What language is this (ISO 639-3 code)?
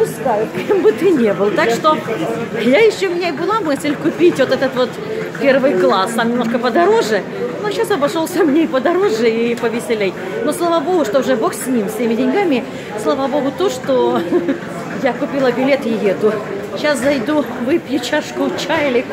rus